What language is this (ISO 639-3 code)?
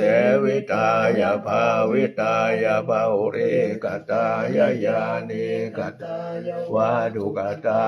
pli